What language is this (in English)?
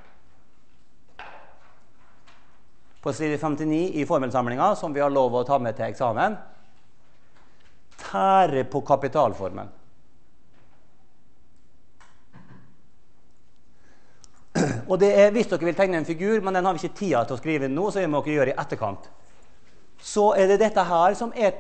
Norwegian